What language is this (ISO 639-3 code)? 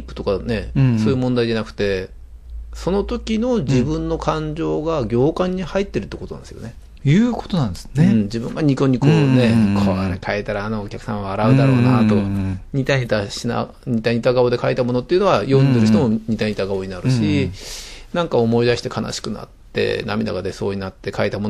jpn